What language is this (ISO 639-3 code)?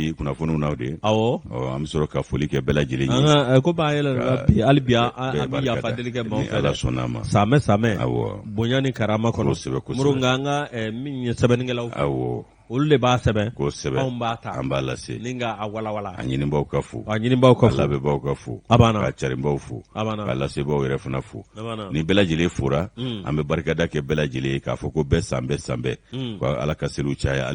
bam